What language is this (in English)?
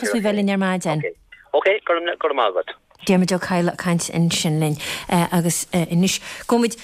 Irish